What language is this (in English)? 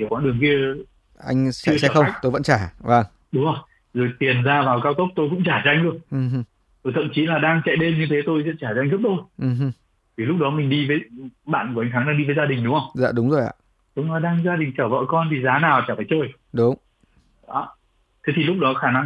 Vietnamese